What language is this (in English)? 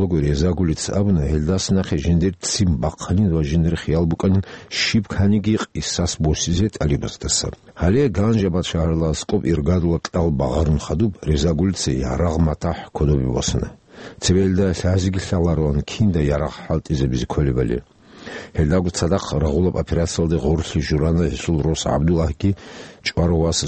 Avaric